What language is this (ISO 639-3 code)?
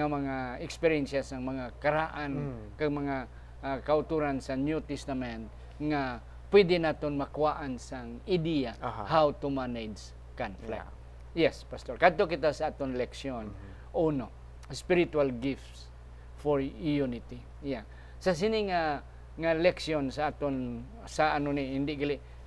hil